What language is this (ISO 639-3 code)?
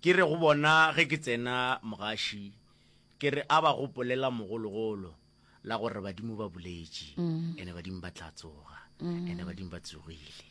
nso